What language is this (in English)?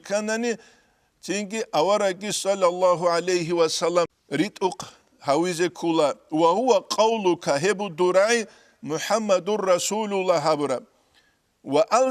Avaric